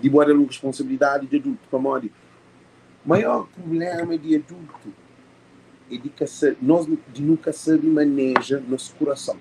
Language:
Kabuverdianu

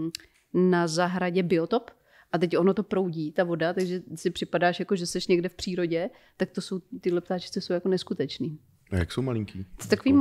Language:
Czech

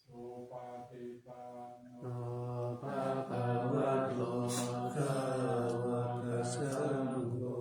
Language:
Pali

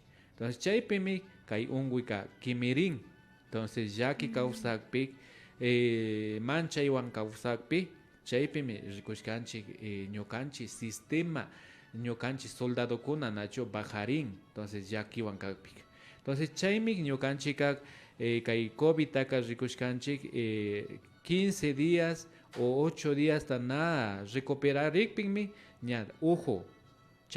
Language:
Imbabura Highland Quichua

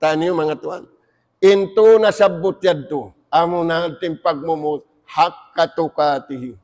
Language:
Tausug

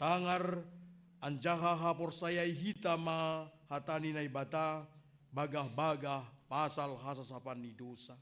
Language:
Batak Simalungun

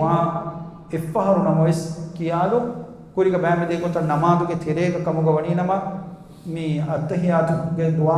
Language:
Divehi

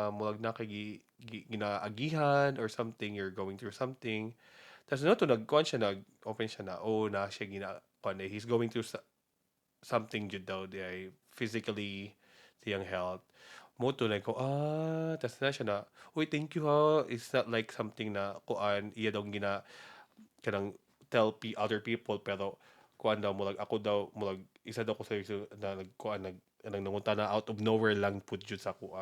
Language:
Cebuano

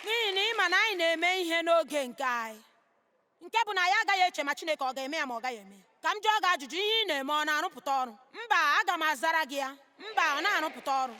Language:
Igbo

